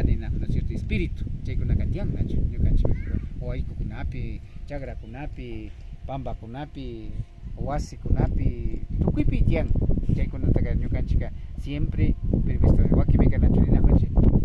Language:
Imbabura Highland Quichua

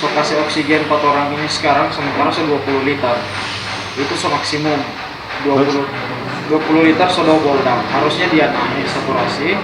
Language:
Manado Malay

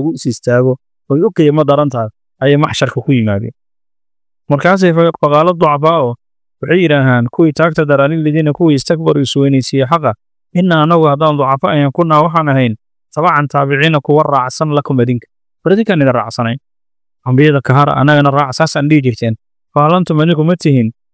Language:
Somali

